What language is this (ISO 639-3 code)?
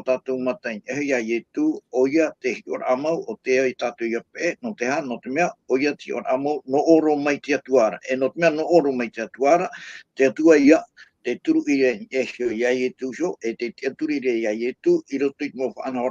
tah